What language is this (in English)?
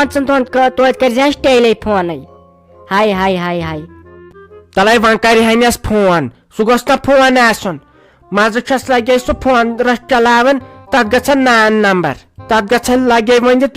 Kashmiri